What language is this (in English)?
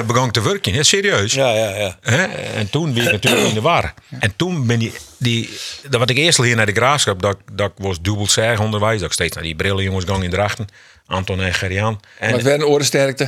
Western Frisian